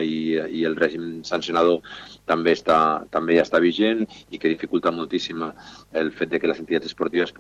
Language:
Catalan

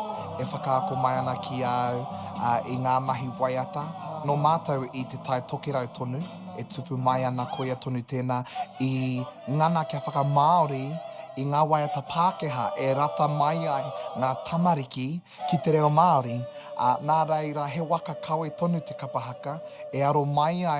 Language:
Māori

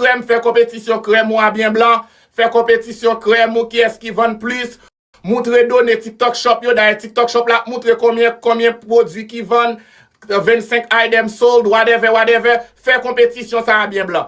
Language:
Haitian Creole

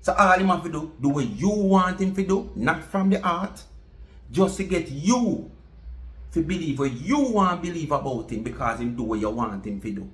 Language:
Jamaican Creole English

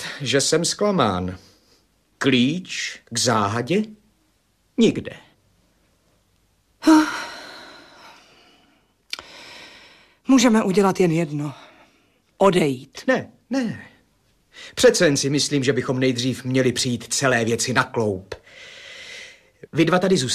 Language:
Czech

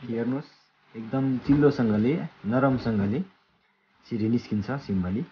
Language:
Nepali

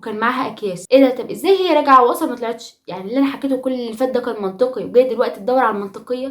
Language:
Egyptian Arabic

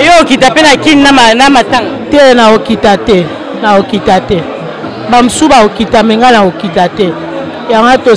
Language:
Lingala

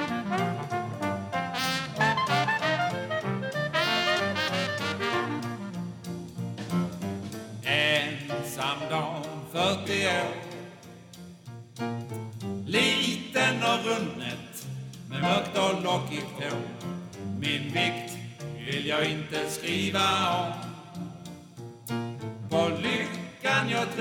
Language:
Swedish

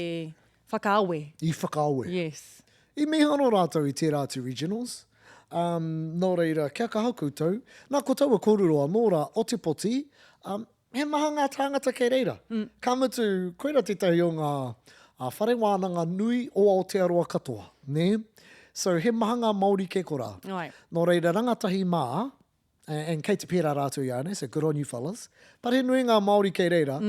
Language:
Māori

